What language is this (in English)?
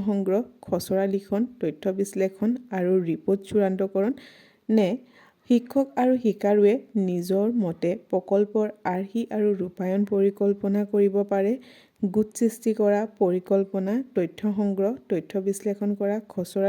Assamese